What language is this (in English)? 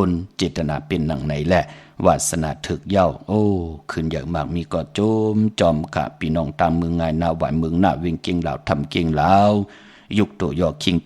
Shan